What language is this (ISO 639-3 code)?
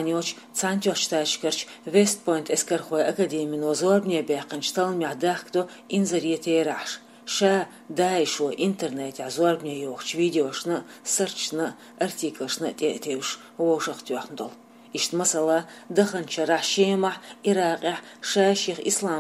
che